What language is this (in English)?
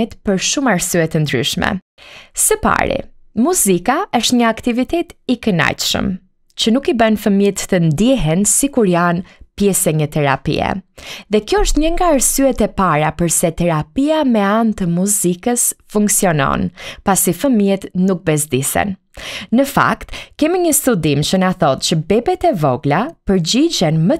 Albanian